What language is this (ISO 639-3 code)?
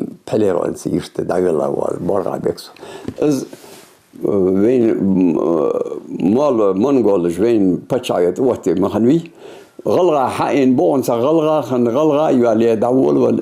inh